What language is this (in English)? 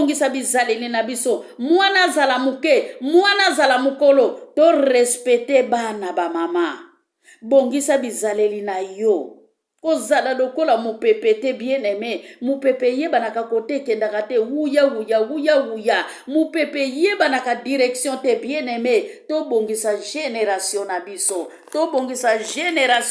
Lingala